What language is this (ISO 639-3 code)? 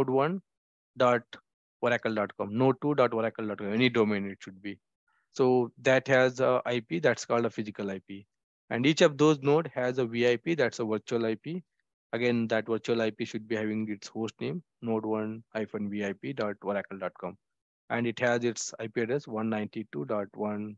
eng